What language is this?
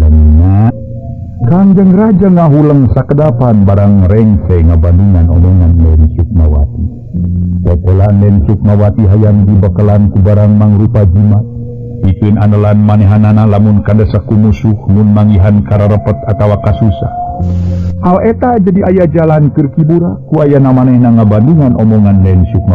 Sundanese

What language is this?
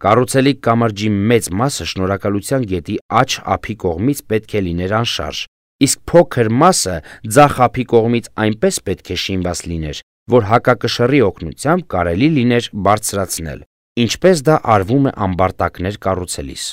Armenian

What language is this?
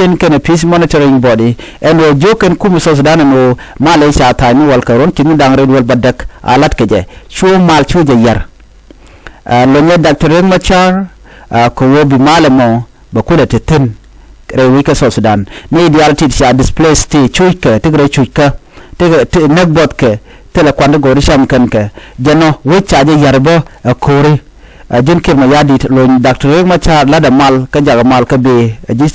Nuer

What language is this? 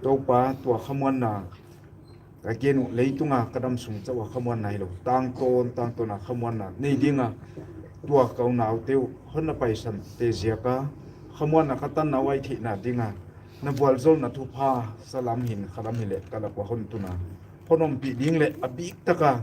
Paite Chin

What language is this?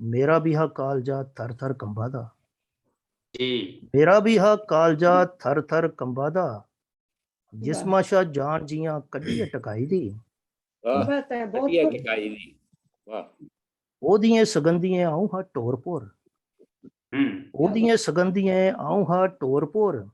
Dogri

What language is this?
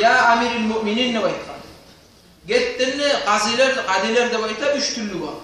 Kumyk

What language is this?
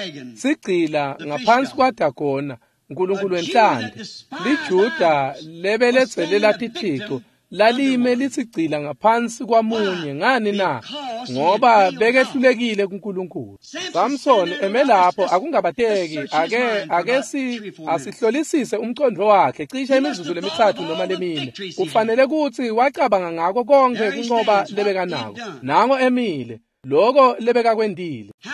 Swati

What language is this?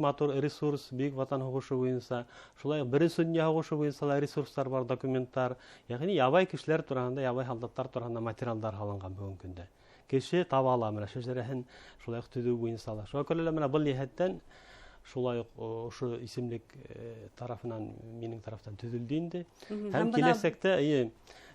Bashkir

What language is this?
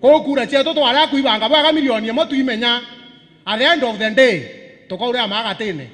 Meru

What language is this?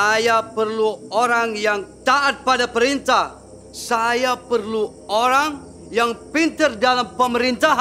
Banjar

